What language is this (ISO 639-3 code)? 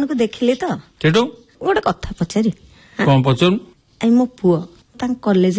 ori